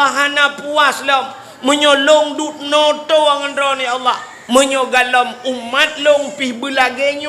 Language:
Achinese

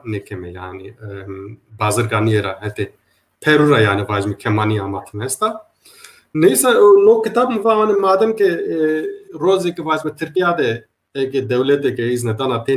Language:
Zaza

